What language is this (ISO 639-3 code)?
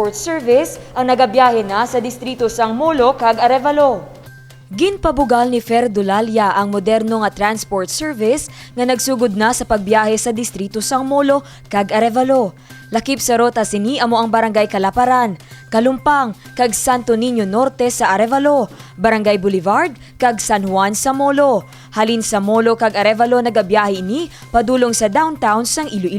hil